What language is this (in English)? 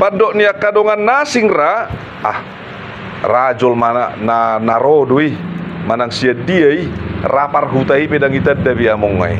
Batak Toba